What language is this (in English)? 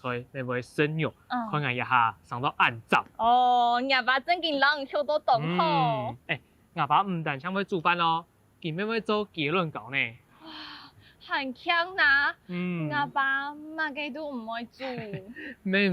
Hakka Chinese